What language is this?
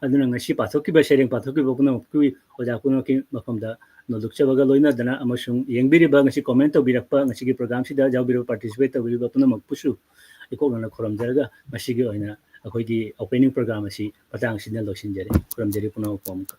Manipuri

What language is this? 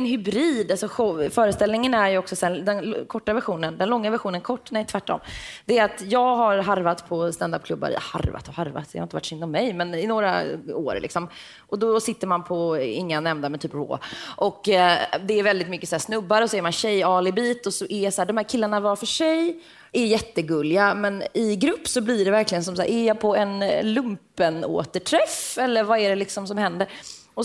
Swedish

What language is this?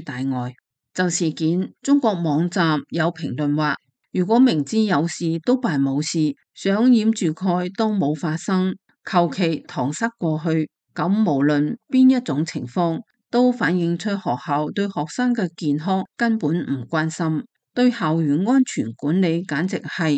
Cantonese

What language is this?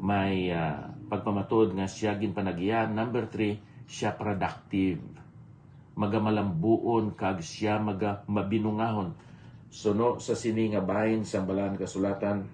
Hiligaynon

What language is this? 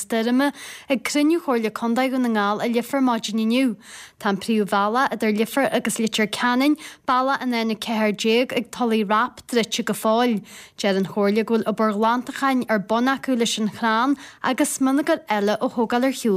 Irish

